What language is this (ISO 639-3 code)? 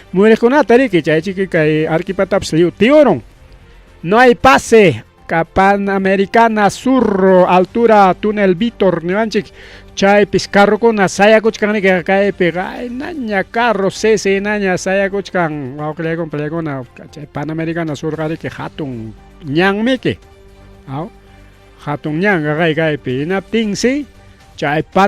quy